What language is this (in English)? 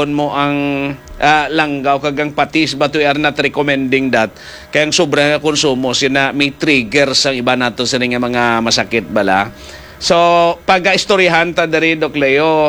Hiligaynon